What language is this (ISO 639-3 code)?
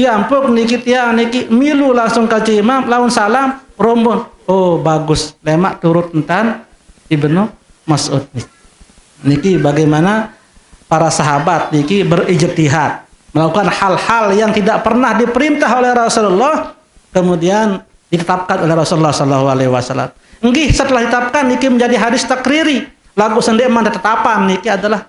sas